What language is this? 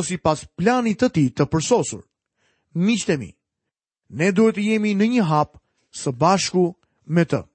Albanian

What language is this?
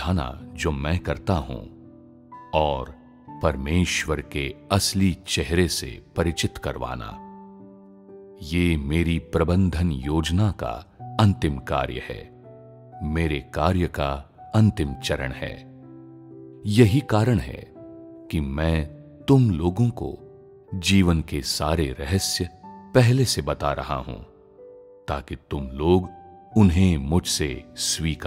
Hindi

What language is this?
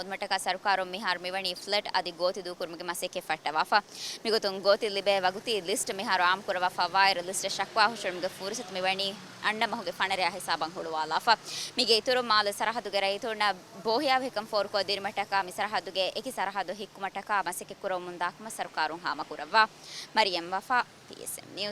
Divehi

